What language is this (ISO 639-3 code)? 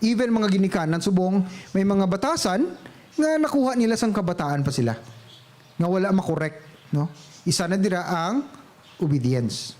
hil